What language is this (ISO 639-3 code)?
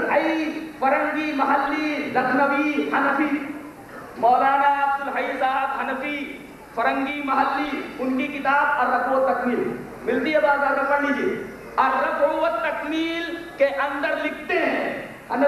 urd